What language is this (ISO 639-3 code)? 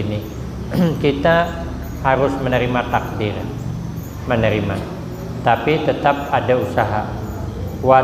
bjn